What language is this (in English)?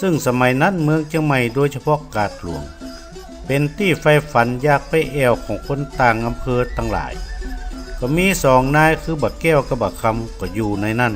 Northern Thai